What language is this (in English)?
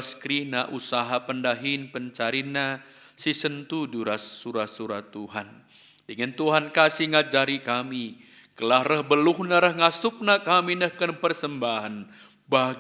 Batak Karo